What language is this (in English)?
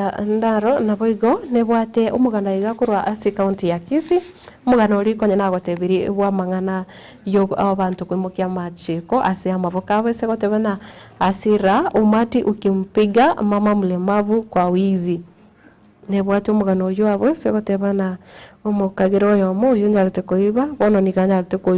Gusii